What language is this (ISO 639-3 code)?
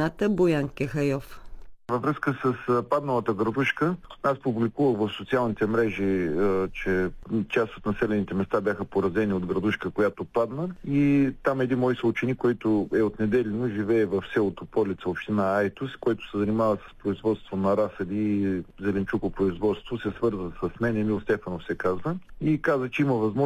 bul